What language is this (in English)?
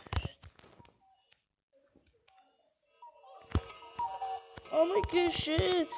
Czech